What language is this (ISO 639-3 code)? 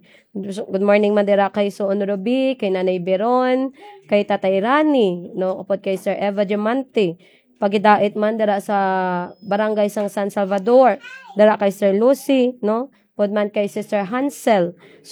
hil